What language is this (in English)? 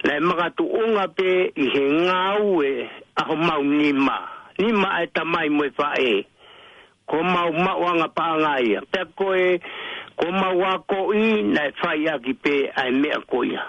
Tongan